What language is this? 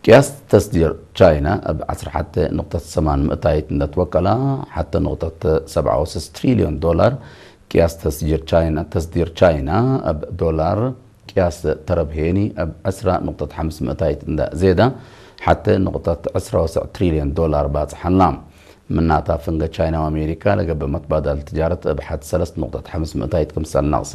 Tigre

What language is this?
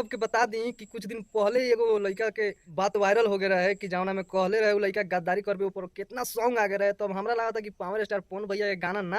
Bhojpuri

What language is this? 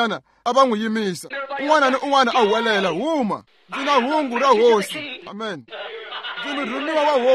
Tsonga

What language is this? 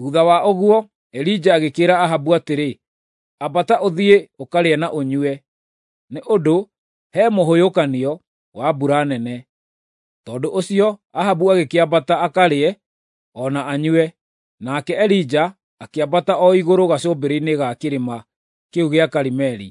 Kikuyu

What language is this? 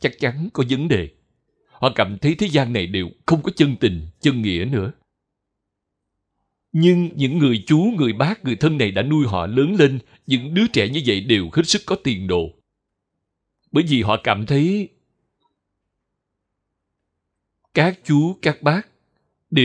Vietnamese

